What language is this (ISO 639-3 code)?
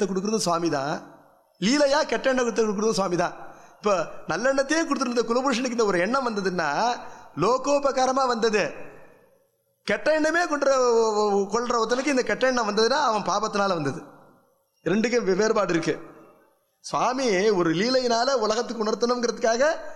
tam